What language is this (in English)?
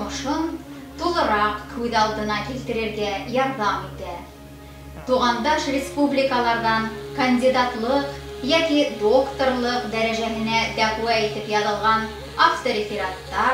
Bashkir